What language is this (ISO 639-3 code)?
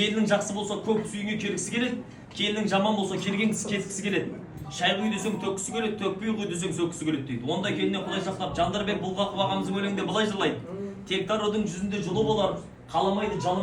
kaz